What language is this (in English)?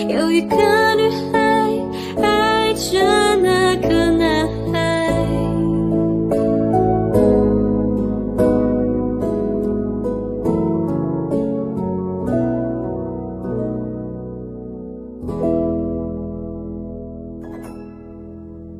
Chinese